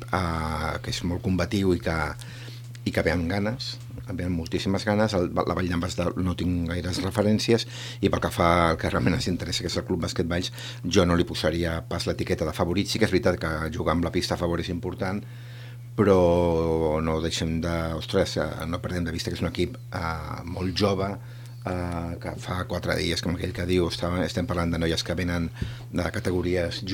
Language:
Catalan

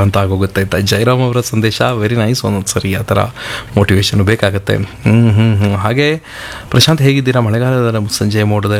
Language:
Kannada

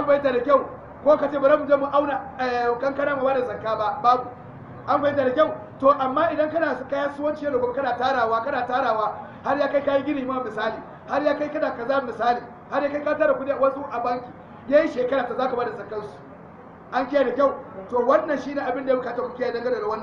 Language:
Hausa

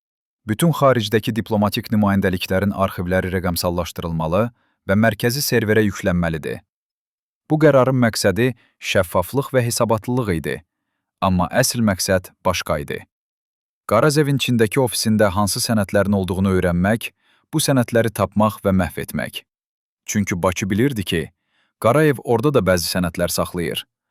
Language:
Azerbaijani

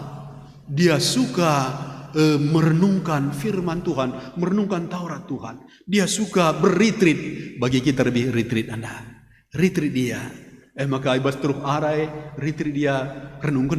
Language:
Batak Karo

